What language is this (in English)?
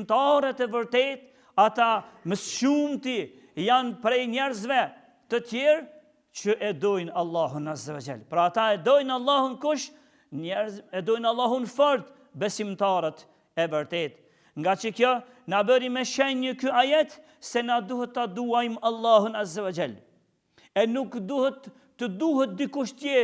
Albanian